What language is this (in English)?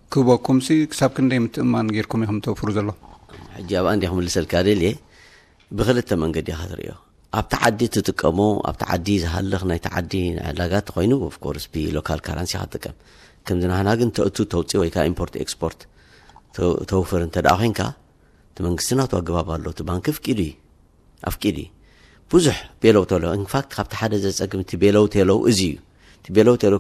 Tigrinya